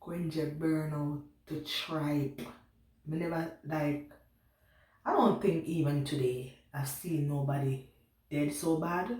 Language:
Jamaican Creole English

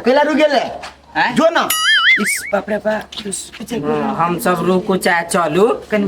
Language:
Maithili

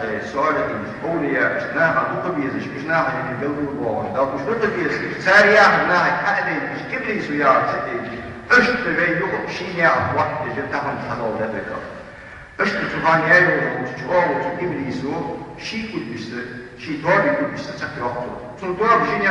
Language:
Ingush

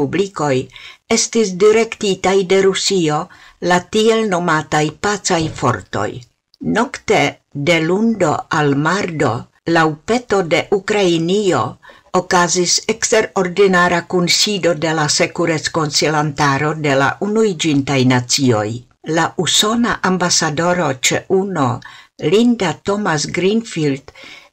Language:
Esperanto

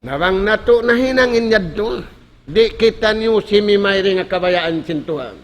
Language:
Tausug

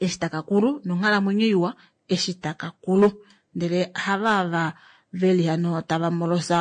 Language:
Kuanyama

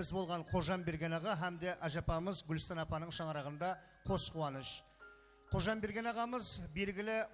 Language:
Kara-Kalpak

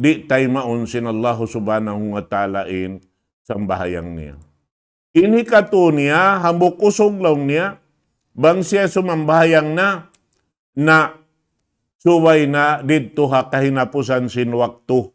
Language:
Tausug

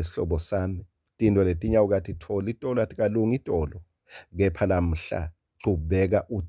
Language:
Swati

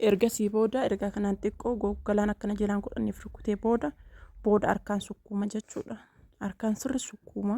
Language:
Oromo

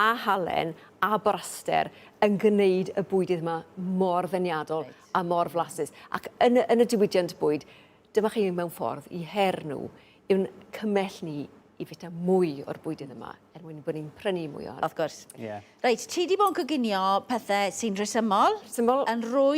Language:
Welsh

